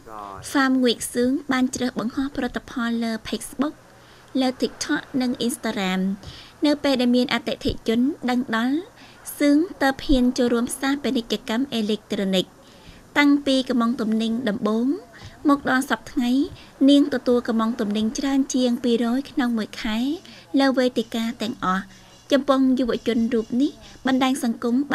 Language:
Khmer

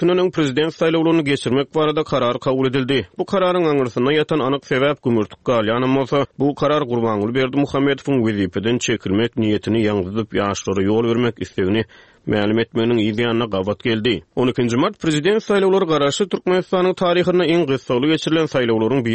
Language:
Turkmen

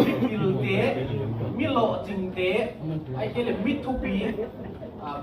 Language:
Tedim Chin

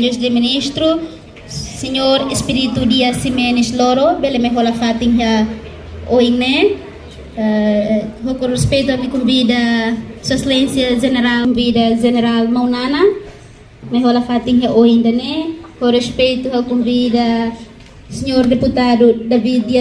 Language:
Tetum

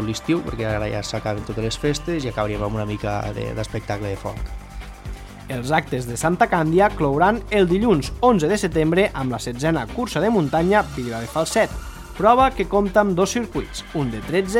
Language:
Catalan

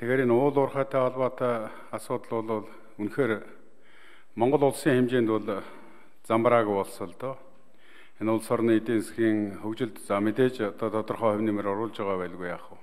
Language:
Mongolian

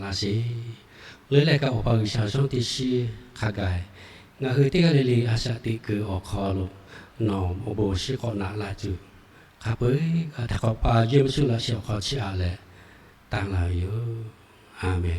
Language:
Lahu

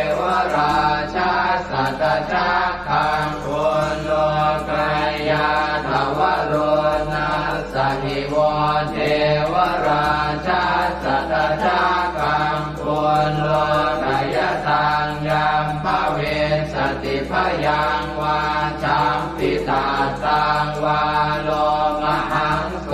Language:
Pali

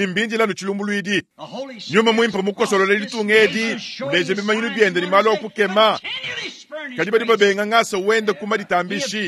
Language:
Luba-Lulua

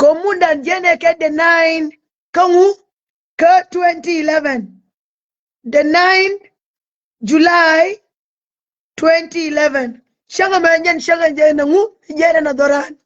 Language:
Nuer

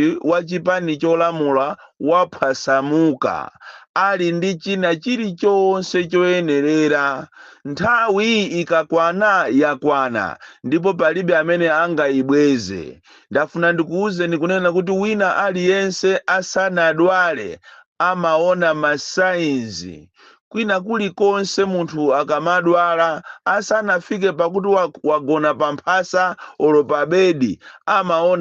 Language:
Nyanja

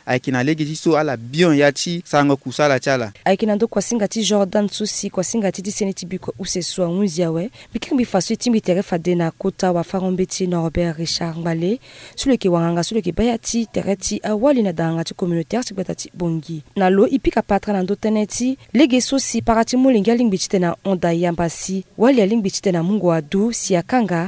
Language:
Sango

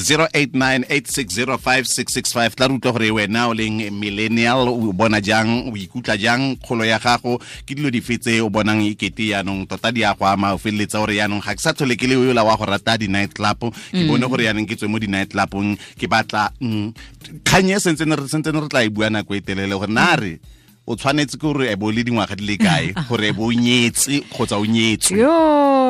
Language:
Tswana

